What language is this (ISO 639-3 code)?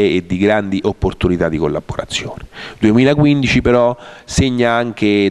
ita